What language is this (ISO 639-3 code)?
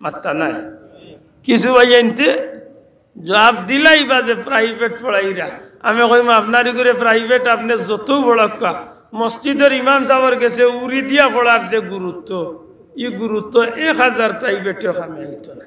syl